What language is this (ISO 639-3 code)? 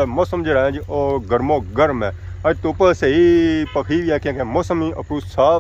phr